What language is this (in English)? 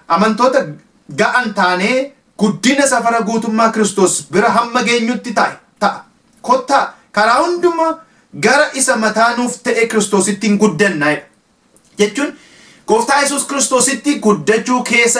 Oromo